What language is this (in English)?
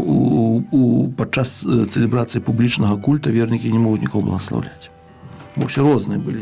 Belarusian